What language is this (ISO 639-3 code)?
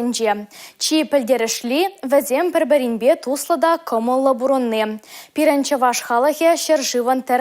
chv